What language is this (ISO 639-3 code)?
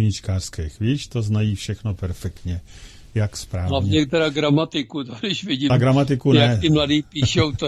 ces